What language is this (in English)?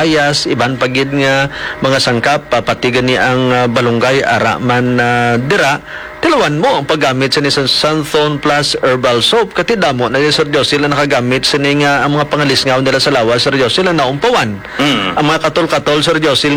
Hiligaynon